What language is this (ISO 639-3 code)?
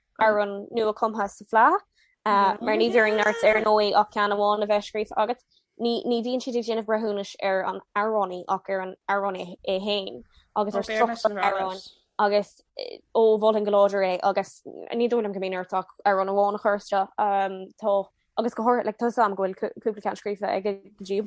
gle